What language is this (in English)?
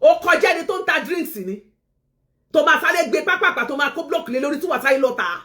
Yoruba